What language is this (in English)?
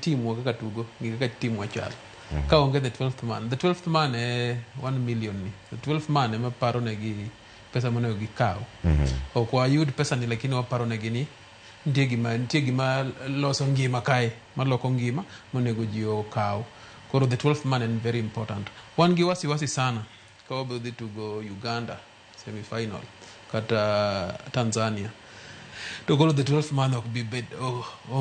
Luo (Kenya and Tanzania)